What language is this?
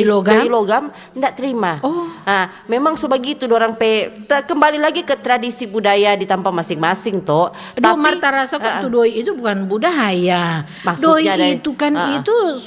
Manado Malay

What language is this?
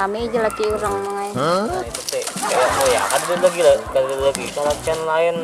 Banjar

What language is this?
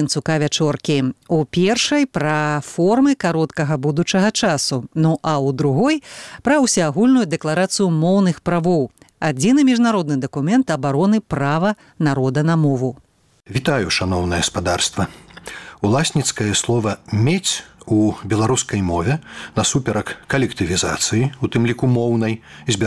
Belarusian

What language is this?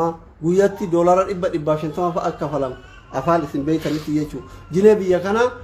Oromo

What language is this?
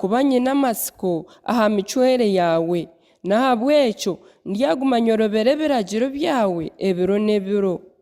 Nyankole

